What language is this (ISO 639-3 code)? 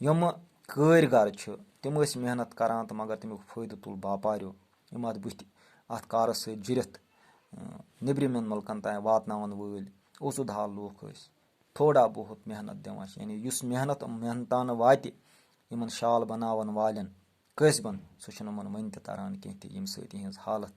kas